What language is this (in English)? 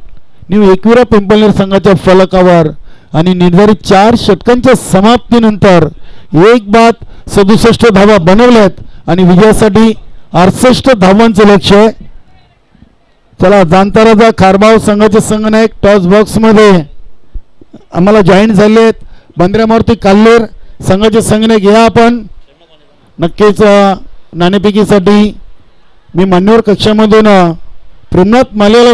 Marathi